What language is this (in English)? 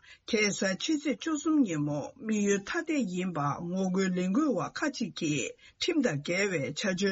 Tibetan